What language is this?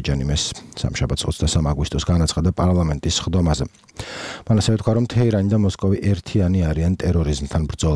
Georgian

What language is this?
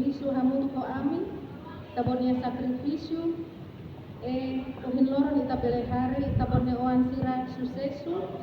Tetum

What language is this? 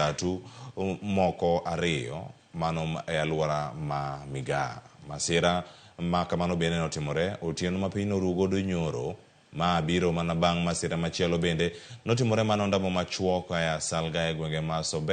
Luo (Kenya and Tanzania)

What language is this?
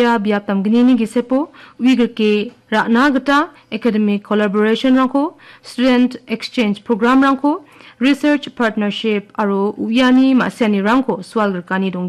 Garo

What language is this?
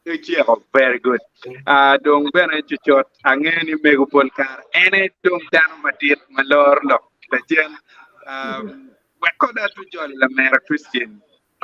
Acoli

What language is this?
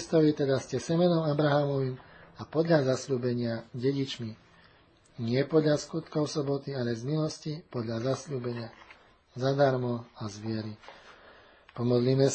Slovak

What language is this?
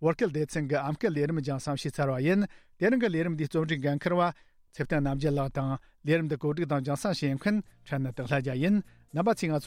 Tibetan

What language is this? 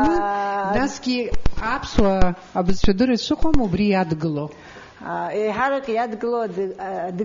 Abkhazian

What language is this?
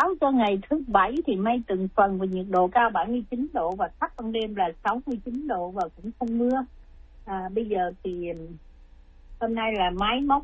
Vietnamese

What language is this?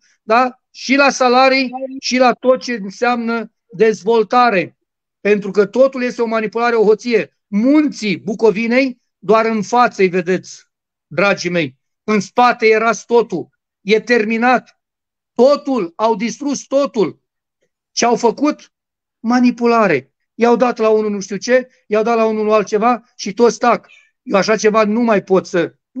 Romanian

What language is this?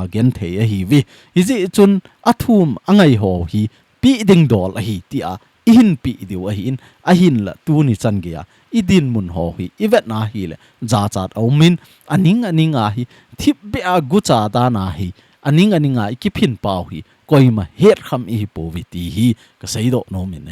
Thado Chin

